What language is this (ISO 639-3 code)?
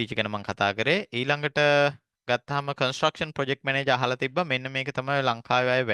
sin